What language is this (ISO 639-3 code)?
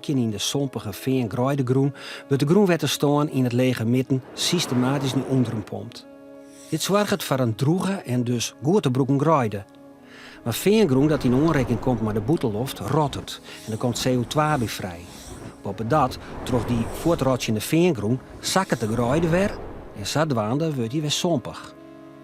fry